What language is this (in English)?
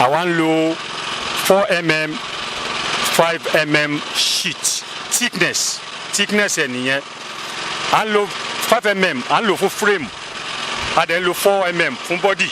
Yoruba